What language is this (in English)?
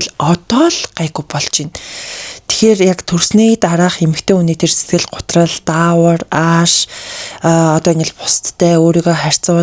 Mongolian